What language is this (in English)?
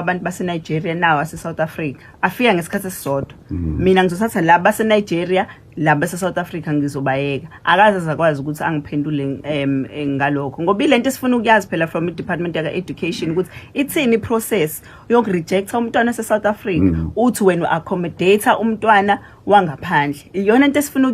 Zulu